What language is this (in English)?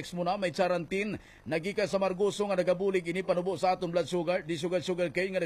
Hiligaynon